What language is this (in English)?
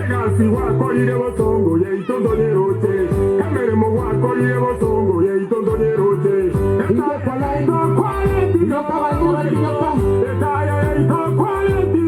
Gusii